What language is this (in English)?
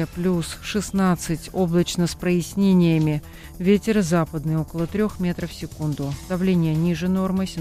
Russian